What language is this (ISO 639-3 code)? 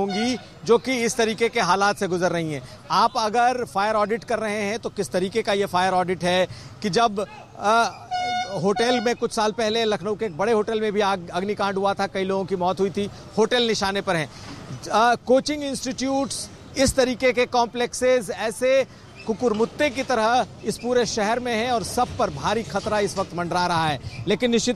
hin